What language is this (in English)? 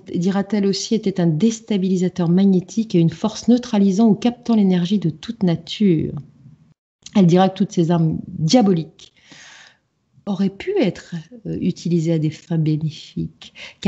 French